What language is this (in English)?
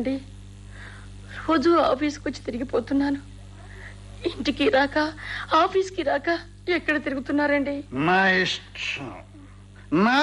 Telugu